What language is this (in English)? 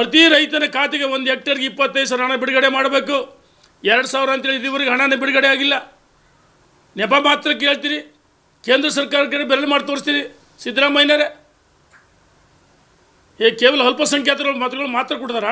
Kannada